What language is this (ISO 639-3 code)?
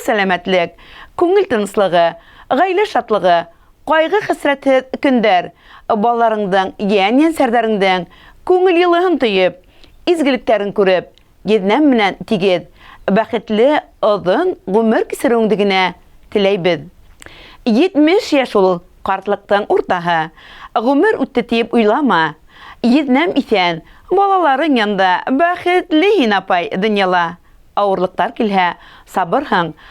bak